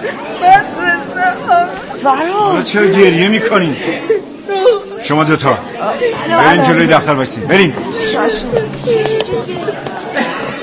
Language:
Persian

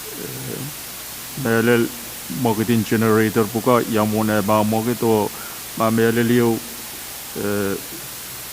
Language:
Pohnpeian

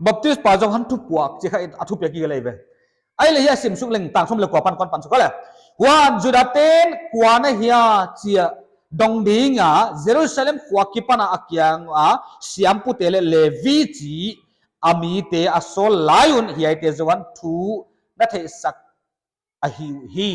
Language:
Paite Chin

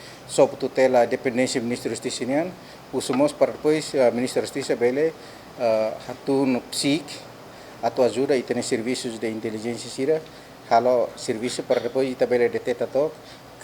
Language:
Tetum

